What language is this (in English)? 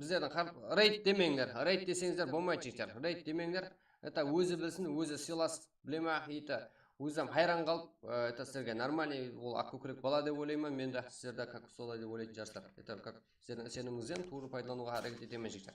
Kara-Kalpak